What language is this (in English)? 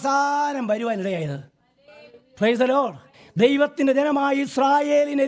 Malayalam